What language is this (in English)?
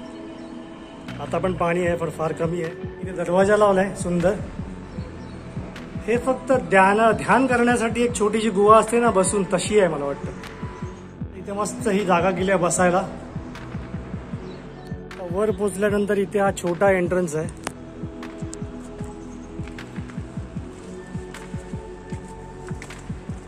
Marathi